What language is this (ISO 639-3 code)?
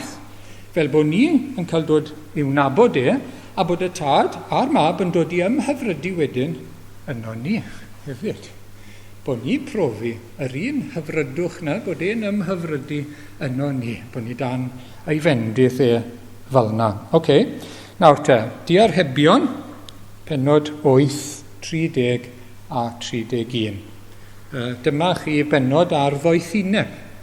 cym